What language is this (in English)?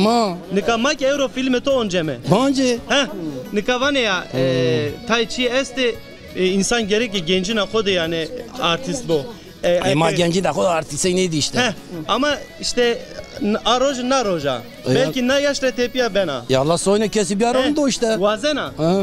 Zaza